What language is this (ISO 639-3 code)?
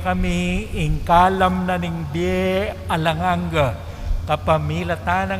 pam